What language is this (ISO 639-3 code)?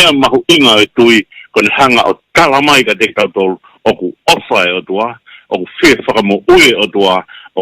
ton